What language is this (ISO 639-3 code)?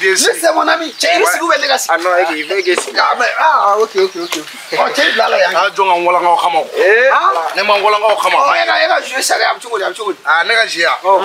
bam